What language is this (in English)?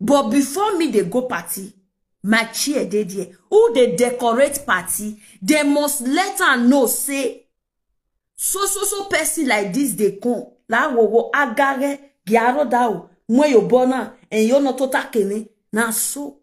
Nigerian Pidgin